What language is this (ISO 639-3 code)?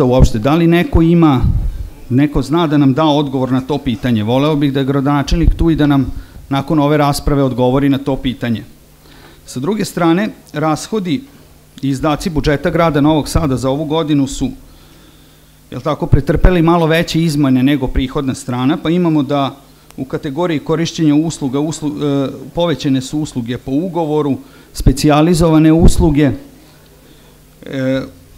srp